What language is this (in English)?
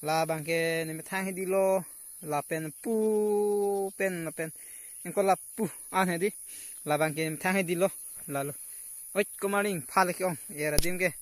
Karbi